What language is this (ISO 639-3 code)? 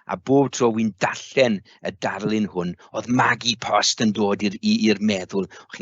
cym